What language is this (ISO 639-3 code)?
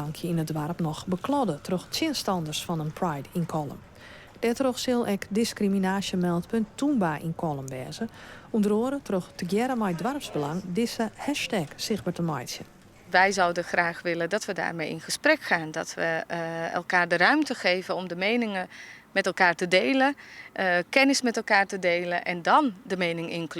fry